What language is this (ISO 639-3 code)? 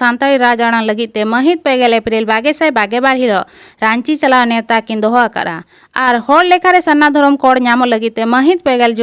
sat